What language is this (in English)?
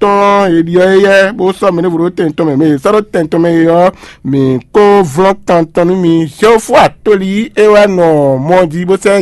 Fon